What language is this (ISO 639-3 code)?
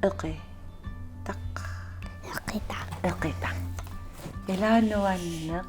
kal